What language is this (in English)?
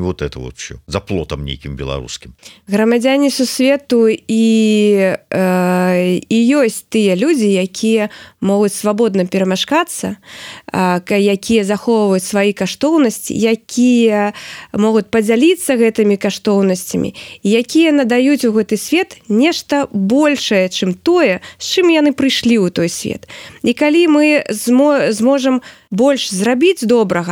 Belarusian